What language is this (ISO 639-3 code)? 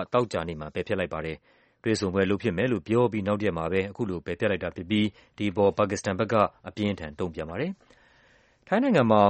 mya